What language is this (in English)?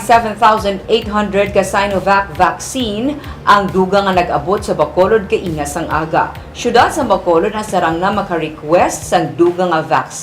Hiligaynon